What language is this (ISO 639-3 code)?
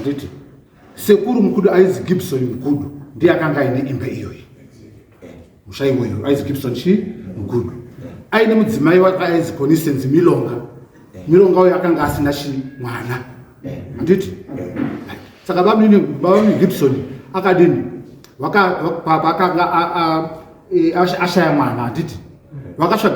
sna